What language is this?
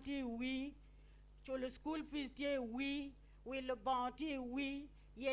Acoli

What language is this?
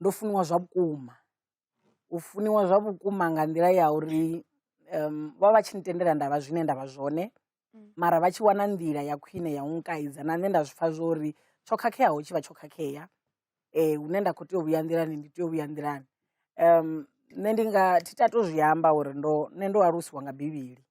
Venda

